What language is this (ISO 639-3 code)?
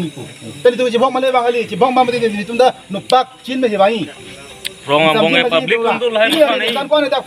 mjw